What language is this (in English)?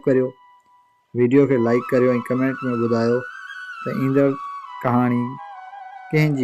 Sindhi